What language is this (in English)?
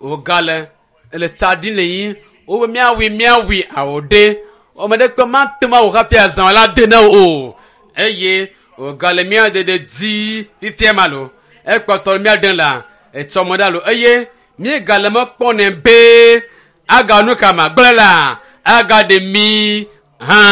Ewe